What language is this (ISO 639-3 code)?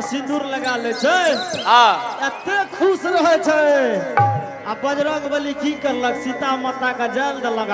anp